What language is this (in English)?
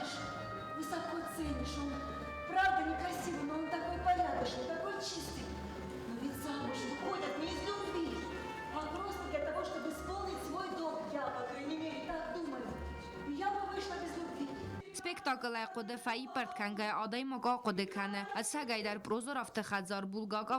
Ossetic